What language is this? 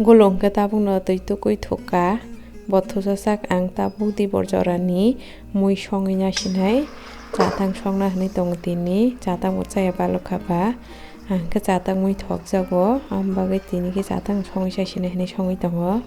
Kok Borok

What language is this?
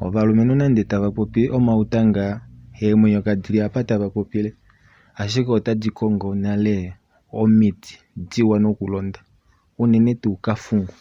Kuanyama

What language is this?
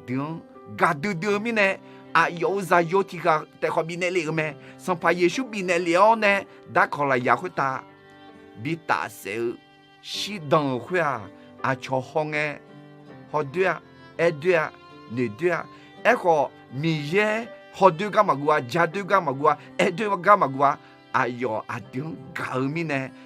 Akha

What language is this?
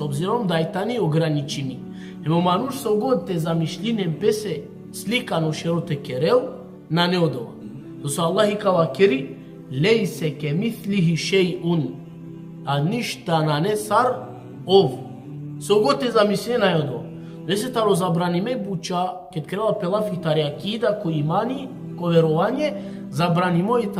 Balkan Romani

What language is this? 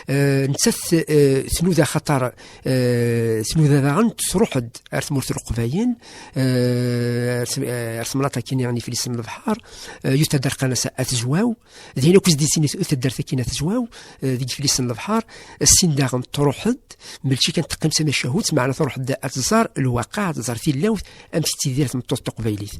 Kabyle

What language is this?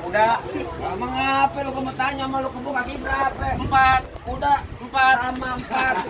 Betawi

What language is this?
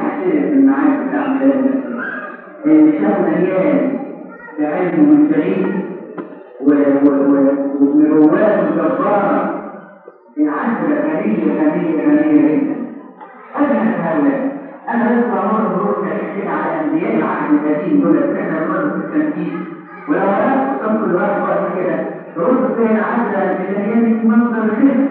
Egyptian Arabic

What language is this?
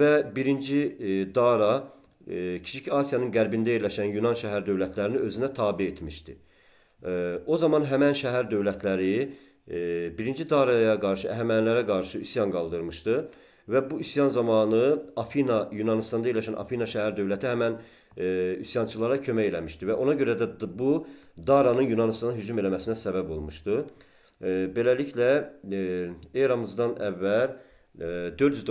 Azerbaijani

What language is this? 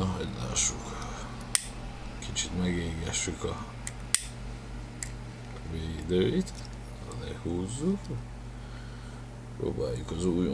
Hungarian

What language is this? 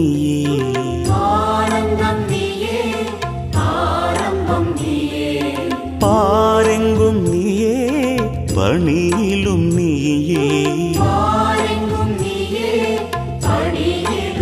Tamil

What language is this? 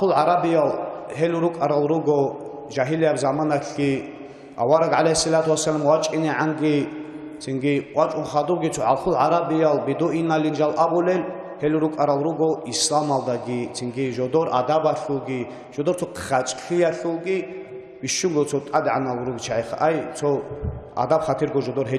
Avaric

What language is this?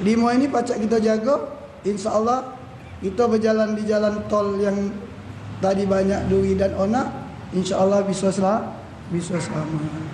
Musi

